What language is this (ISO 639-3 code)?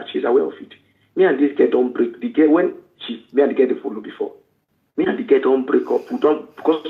pcm